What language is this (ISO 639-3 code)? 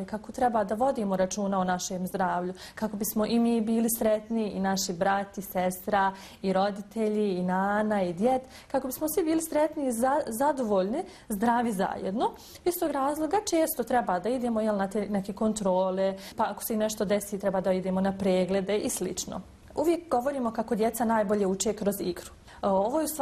bos